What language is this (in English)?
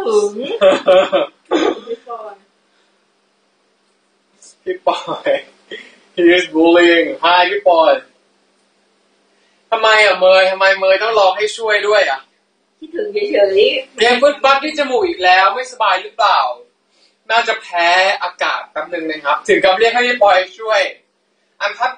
Thai